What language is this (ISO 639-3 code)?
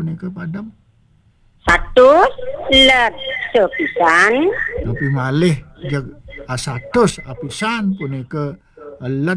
ban